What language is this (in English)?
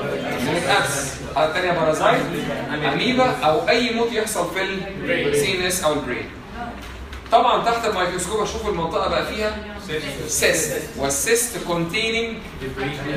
Egyptian Arabic